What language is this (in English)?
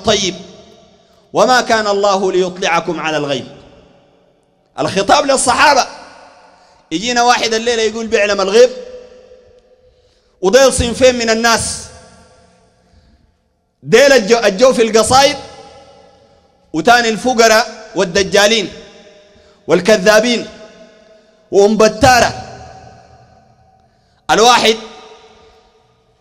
Sudanese Arabic